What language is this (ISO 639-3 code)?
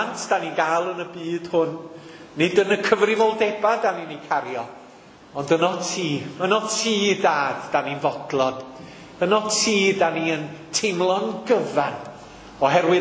cym